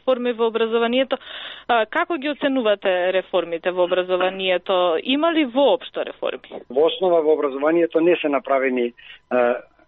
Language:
Macedonian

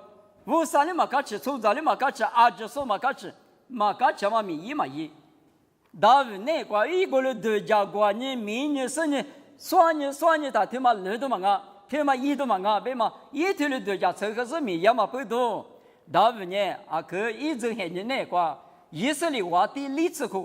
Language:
Lisu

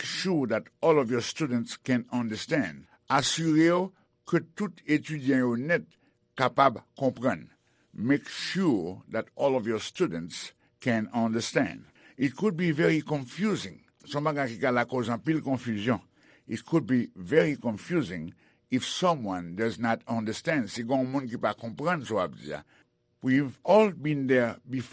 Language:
Haitian Creole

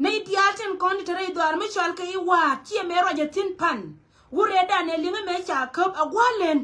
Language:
Nuer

